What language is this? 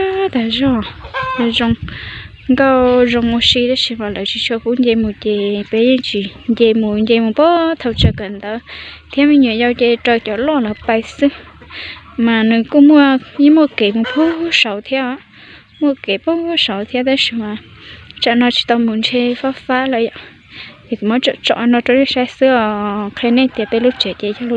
Hmong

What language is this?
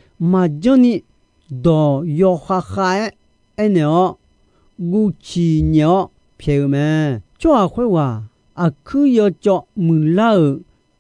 Akha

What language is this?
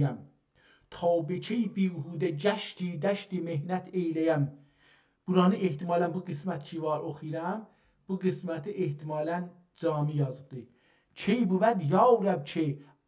South Azerbaijani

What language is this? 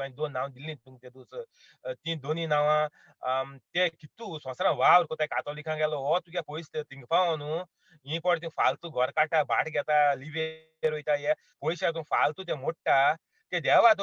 Konkani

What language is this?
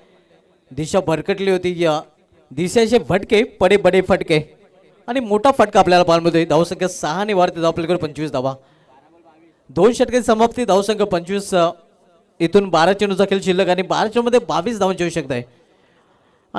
Marathi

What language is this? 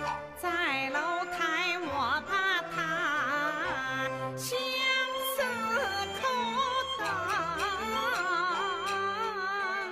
Chinese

